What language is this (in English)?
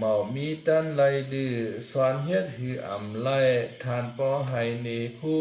Shan